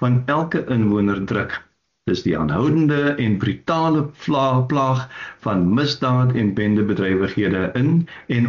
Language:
Afrikaans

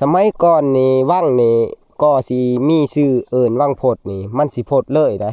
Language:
Lao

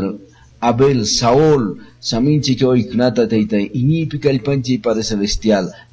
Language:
Quechua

